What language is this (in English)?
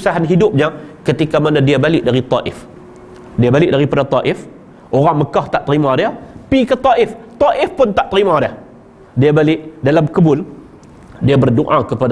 Malay